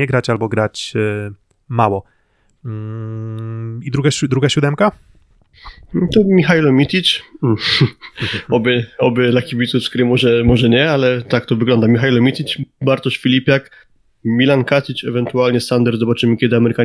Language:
Polish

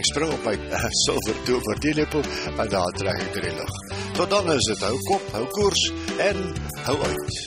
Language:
Afrikaans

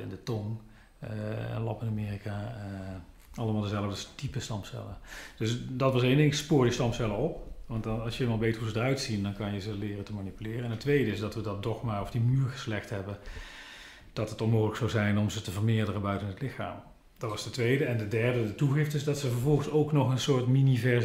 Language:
Dutch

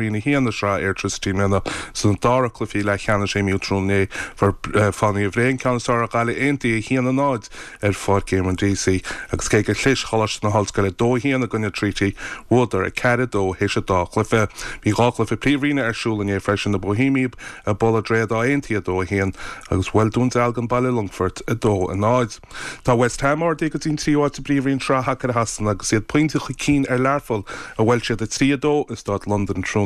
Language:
Irish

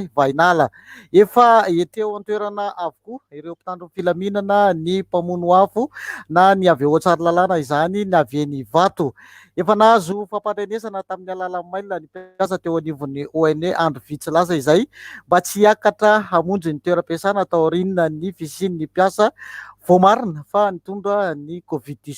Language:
Malagasy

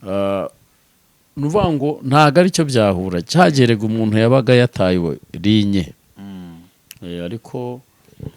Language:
Kinyarwanda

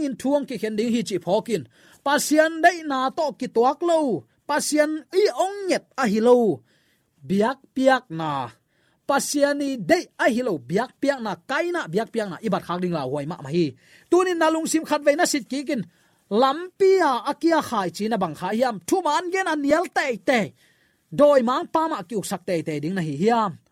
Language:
Tedim Chin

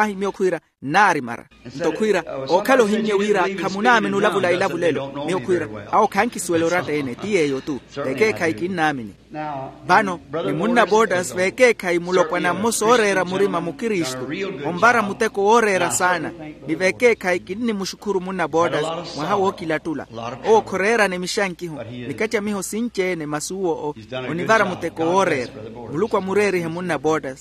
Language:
Makhuwa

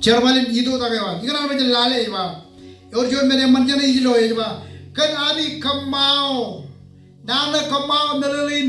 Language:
Marshallese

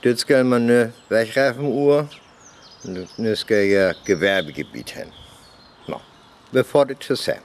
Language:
Northern Frisian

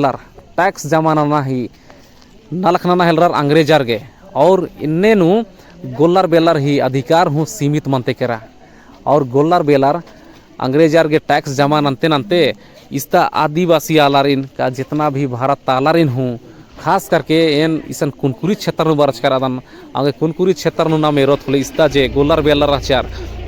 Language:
Kurukh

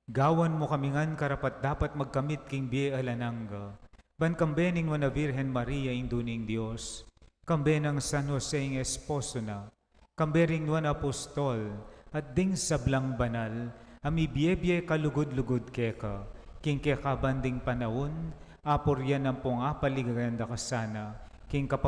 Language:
Pampanga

